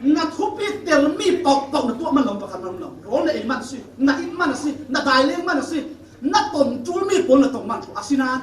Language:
Falam Chin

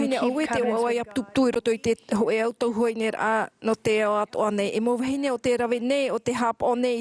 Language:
Tahitian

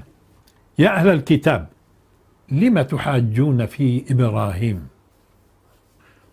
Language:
South Levantine Arabic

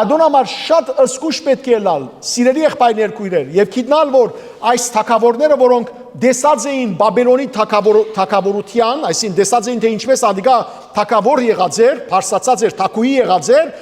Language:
Western Armenian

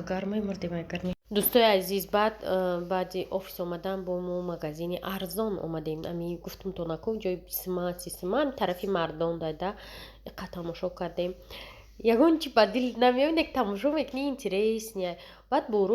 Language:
Tajik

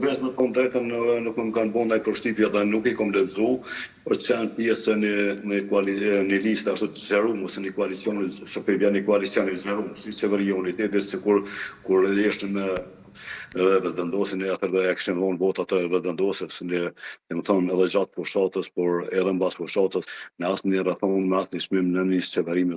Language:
Albanian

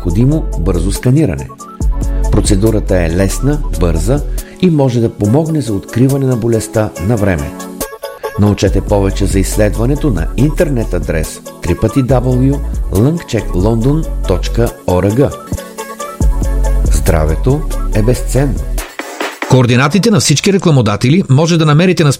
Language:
Bulgarian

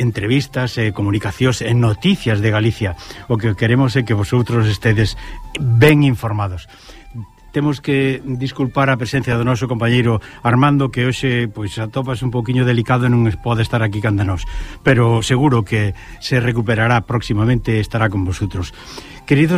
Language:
Galician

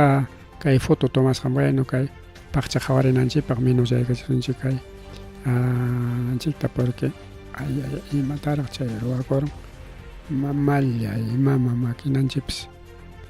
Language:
Ayacucho Quechua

